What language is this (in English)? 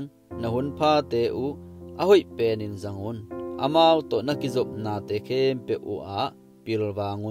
Tedim Chin